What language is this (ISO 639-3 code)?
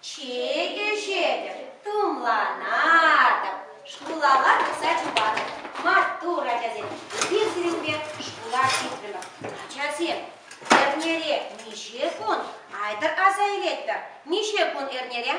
chv